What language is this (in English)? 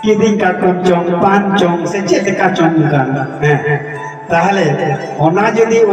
Santali